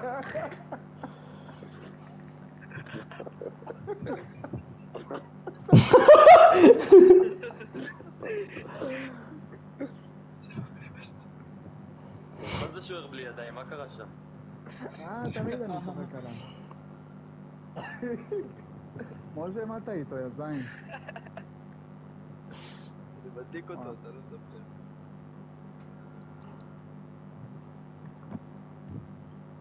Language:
Hebrew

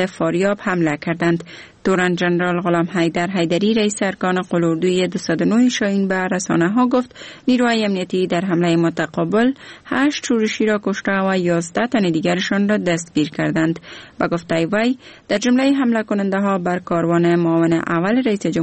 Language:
Persian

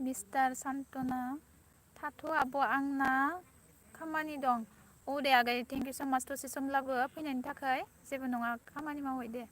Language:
Bodo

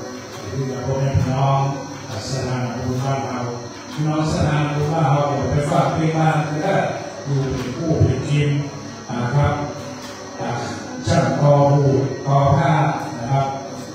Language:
Thai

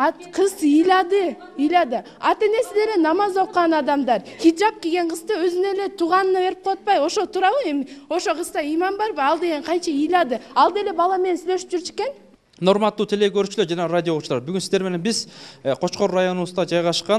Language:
Kyrgyz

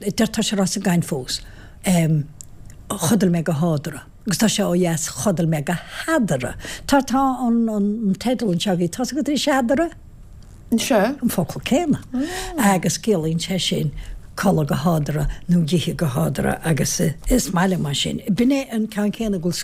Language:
Irish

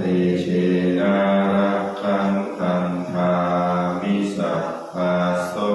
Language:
Pali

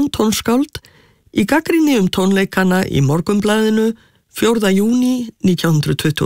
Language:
Icelandic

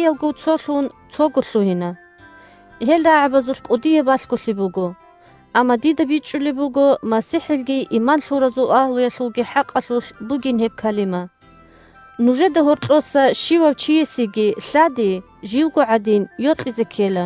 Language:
Avaric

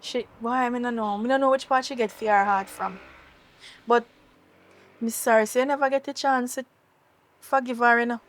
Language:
Jamaican Creole English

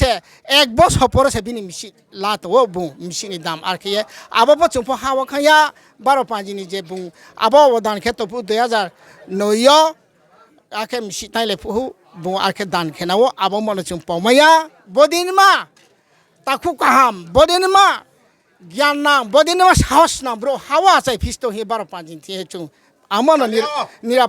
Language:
Riang (India)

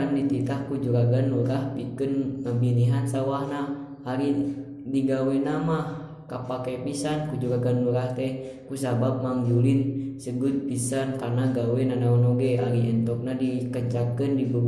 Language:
Sundanese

